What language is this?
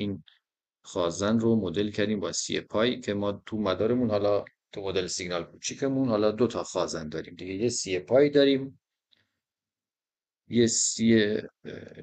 Persian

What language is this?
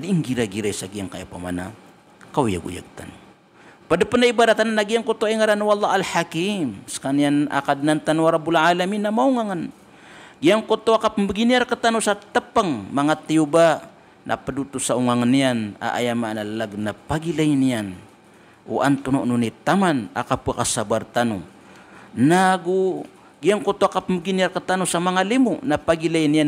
Maranao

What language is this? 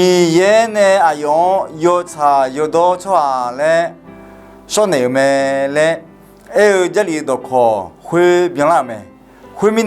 Akha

